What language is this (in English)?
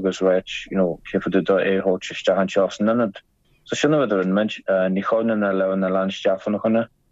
Irish